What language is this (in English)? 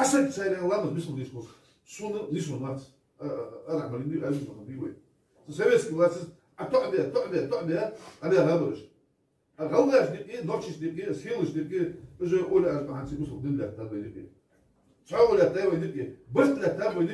Ingush